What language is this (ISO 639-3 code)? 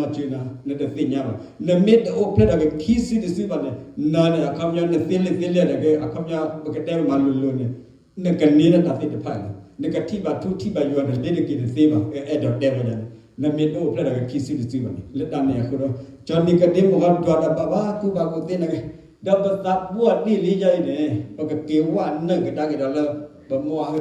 ksw